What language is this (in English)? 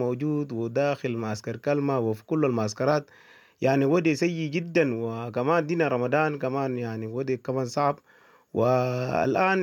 Sudanese Arabic